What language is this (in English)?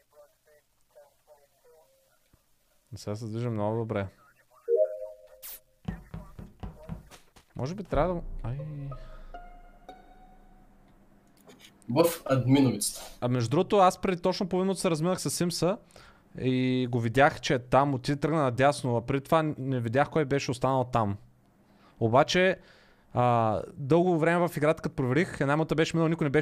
Bulgarian